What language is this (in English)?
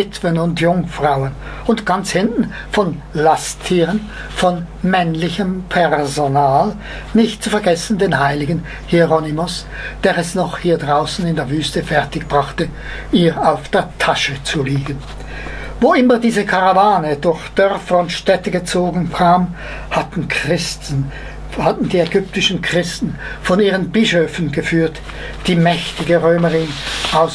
German